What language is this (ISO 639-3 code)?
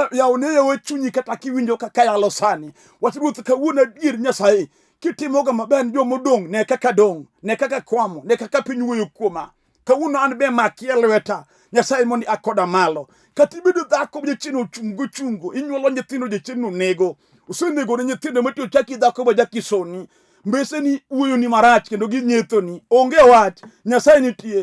luo